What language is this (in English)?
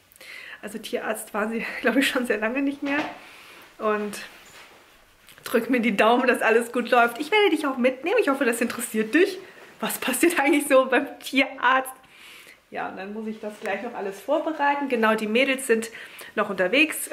German